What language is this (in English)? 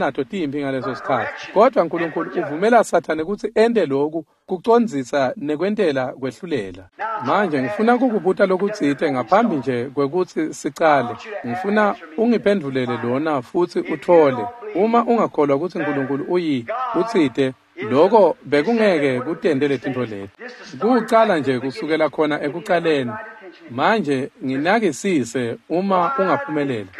Swati